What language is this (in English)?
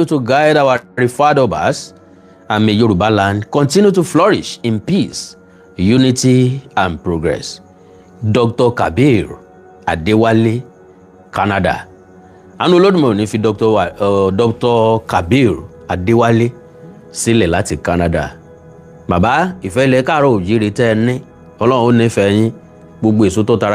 Yoruba